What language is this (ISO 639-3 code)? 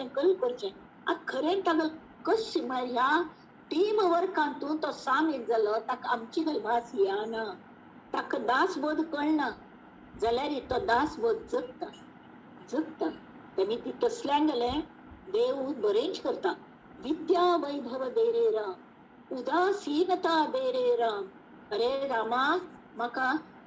kok